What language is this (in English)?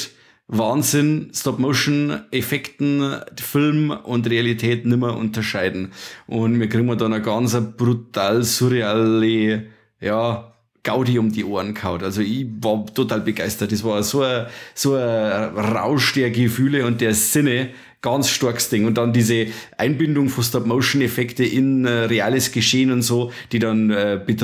Bavarian